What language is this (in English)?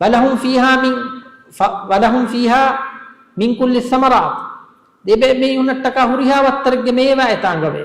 Divehi